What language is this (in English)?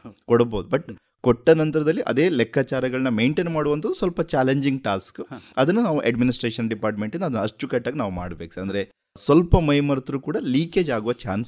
Kannada